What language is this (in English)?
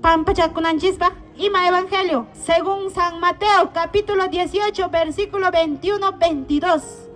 Quechua